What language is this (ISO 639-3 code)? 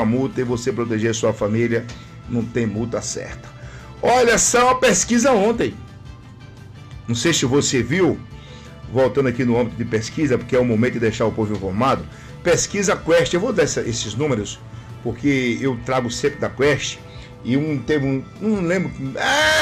por